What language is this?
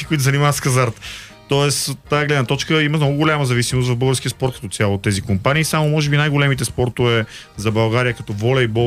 Bulgarian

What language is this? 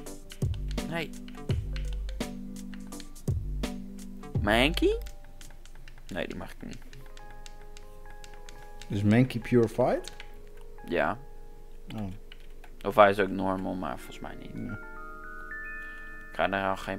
Dutch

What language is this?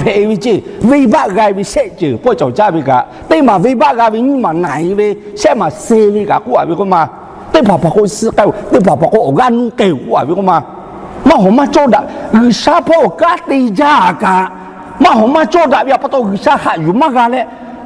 Lahu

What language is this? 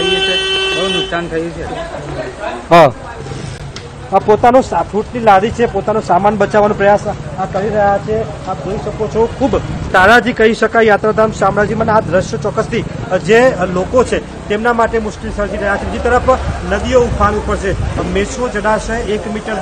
Gujarati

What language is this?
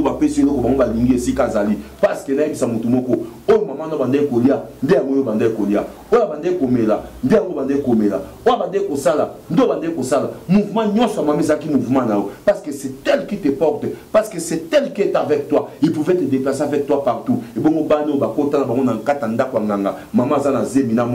Lingala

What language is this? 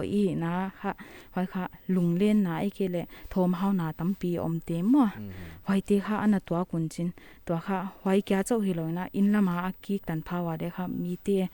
Paite Chin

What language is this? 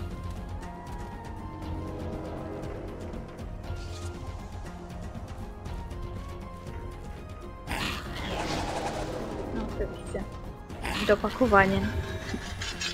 Polish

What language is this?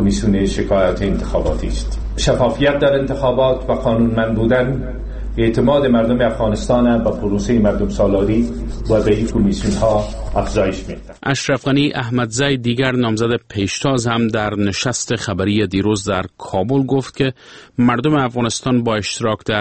Persian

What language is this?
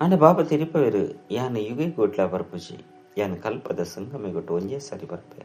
Tulu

